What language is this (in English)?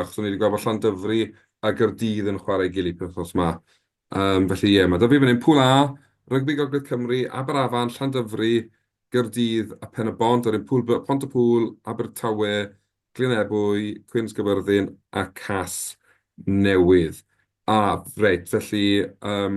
Welsh